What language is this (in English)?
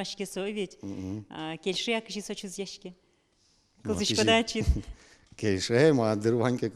Udmurt